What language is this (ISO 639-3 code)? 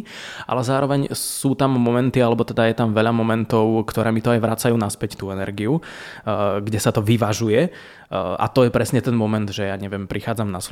slk